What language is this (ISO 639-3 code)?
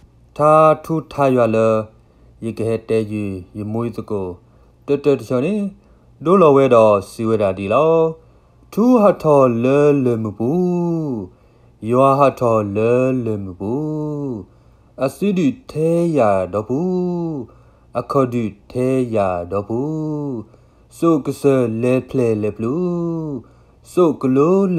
ksw